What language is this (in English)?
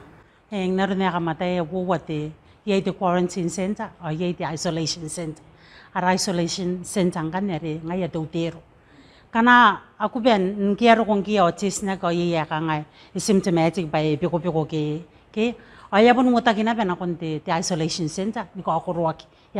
Gilbertese